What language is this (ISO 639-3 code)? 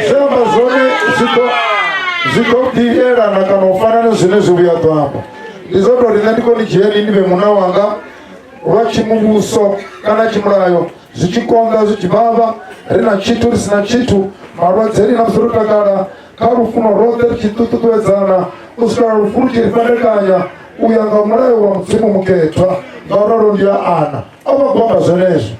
ven